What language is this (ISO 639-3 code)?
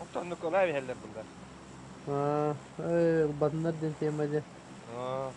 sah